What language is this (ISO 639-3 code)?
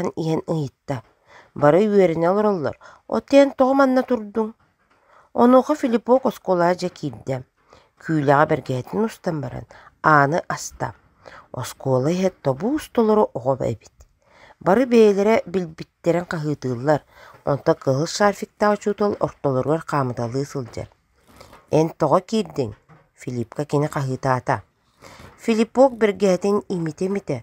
sah